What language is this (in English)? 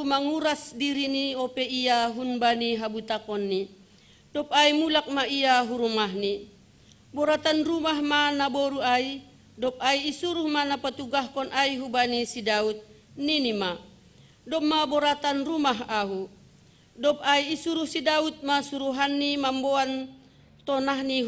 Batak Simalungun